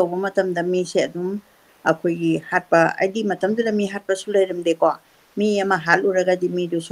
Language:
Manipuri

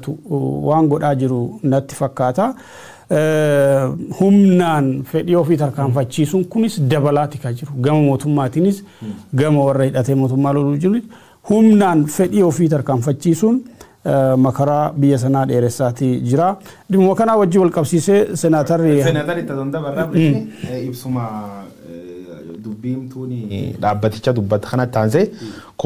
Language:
Oromo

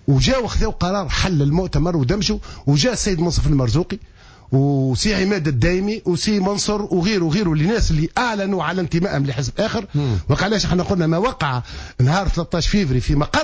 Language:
Tunisian Arabic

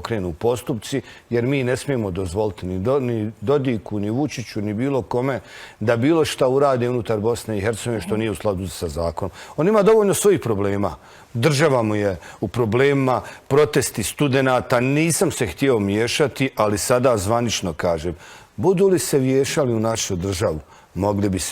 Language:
Bosnian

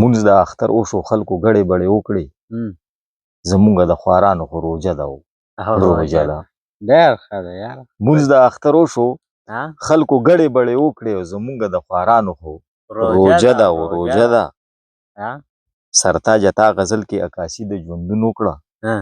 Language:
Pashto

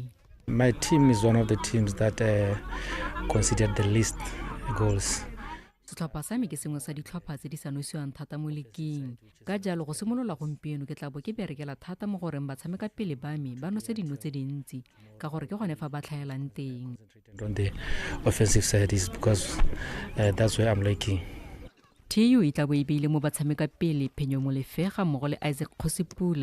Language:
Tswana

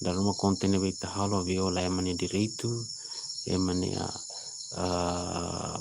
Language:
Tetum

